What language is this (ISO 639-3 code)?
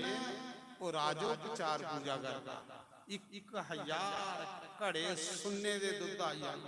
doi